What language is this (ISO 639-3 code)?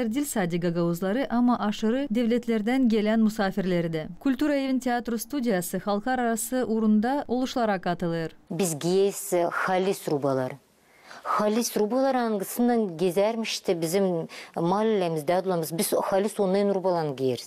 gag